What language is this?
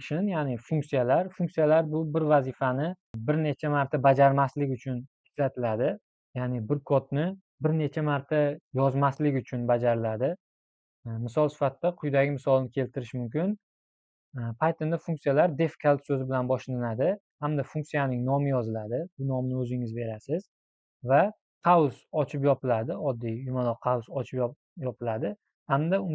Uzbek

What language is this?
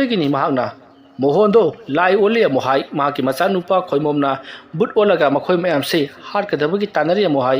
Manipuri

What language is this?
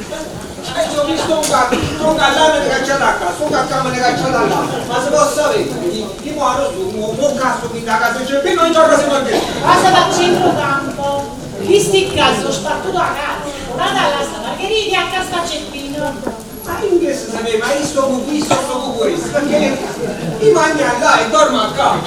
Neapolitan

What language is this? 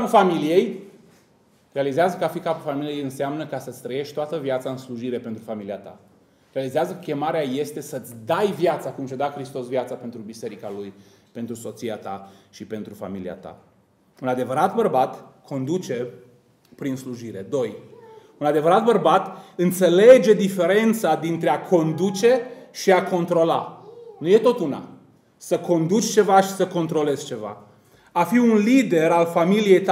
Romanian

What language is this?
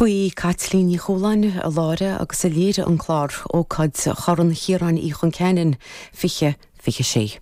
Irish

